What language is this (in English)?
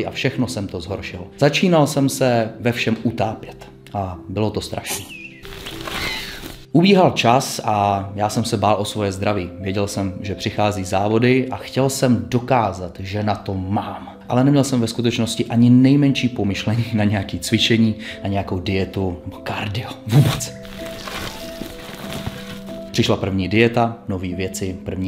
Czech